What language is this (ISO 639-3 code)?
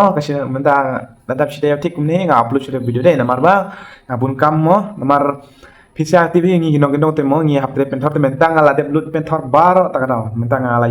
kha